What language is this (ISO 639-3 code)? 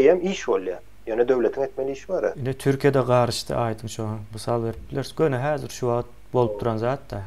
tuk